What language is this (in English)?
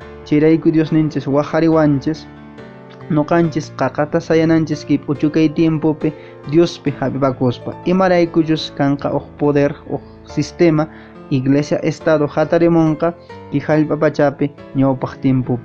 Quechua